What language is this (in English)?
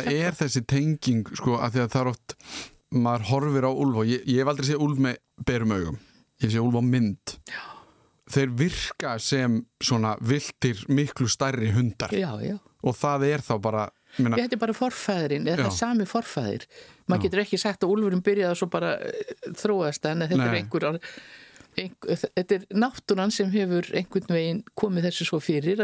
Icelandic